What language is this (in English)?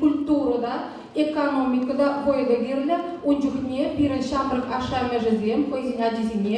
Chuvash